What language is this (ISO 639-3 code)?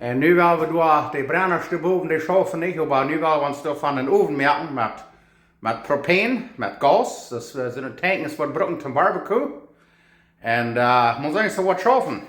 pdt